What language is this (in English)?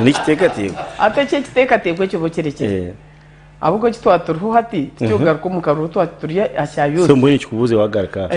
Nyankole